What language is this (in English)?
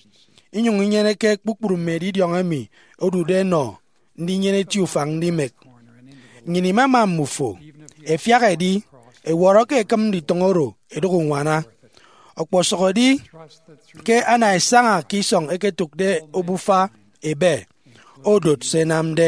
Efik